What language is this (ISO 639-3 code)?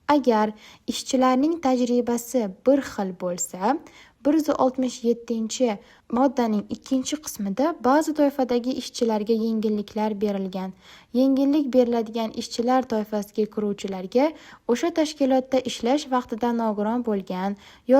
uzb